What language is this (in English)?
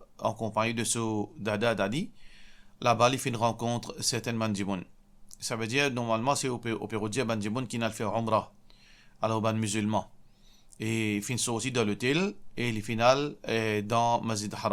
Morisyen